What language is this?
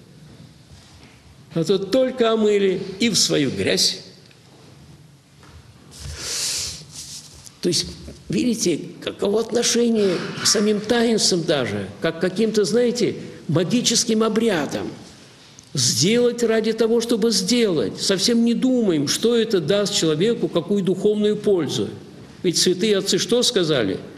Russian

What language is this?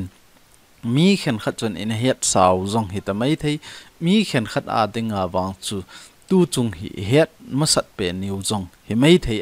Thado Chin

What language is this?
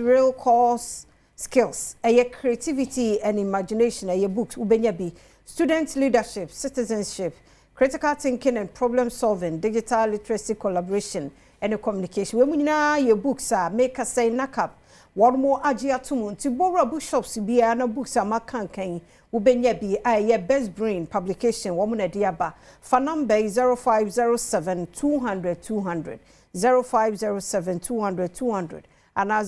Akan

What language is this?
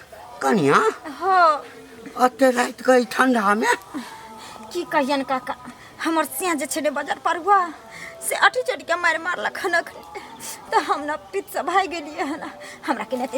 Maithili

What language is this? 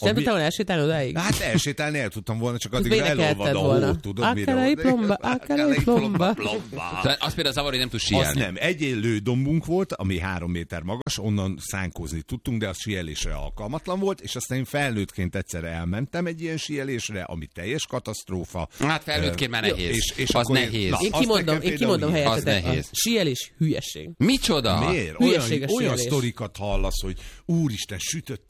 Hungarian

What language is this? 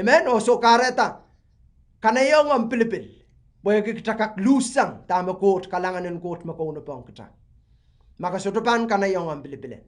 Pohnpeian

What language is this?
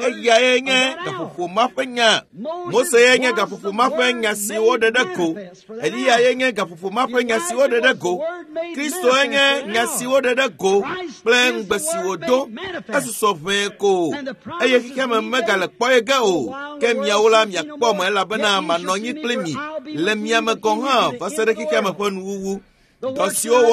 Ewe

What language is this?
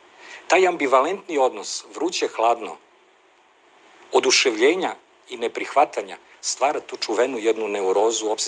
Serbian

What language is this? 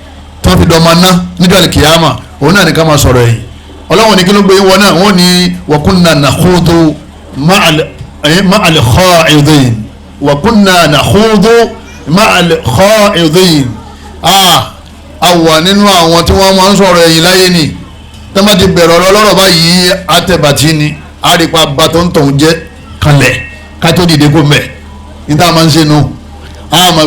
Yoruba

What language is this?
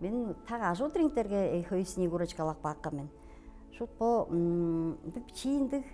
Tuvinian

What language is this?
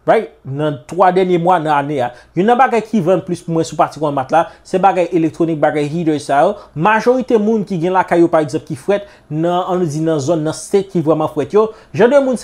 Haitian Creole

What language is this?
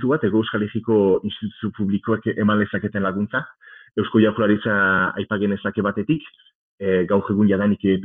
Basque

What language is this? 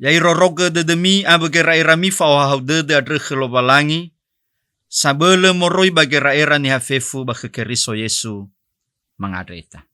Nias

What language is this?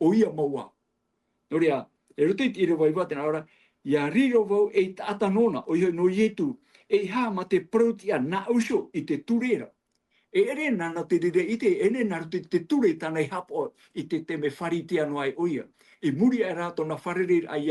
Tahitian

